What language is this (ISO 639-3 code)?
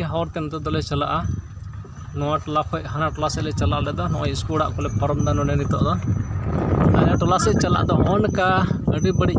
sat